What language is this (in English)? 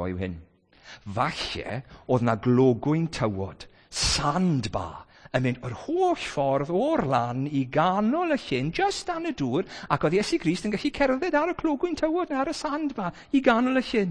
Welsh